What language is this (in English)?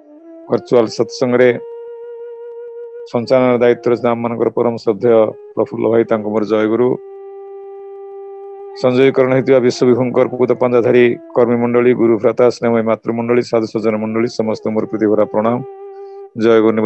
Odia